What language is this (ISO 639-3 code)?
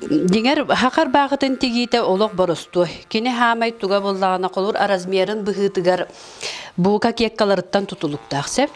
sah